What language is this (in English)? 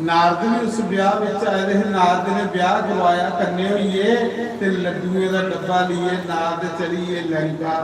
Dogri